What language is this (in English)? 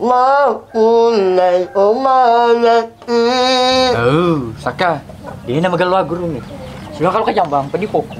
Buginese